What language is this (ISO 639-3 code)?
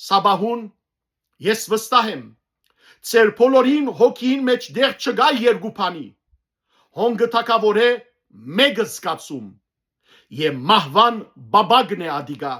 hyw